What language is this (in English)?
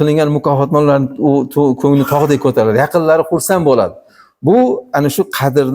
Uzbek